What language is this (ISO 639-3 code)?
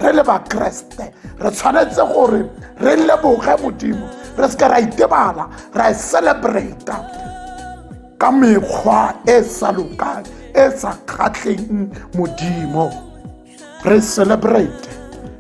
tsn